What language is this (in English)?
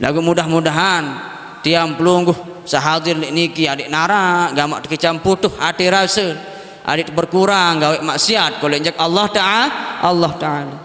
Sasak